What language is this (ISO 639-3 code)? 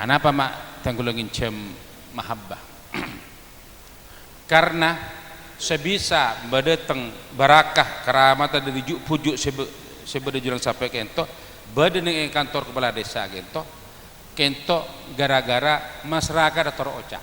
mad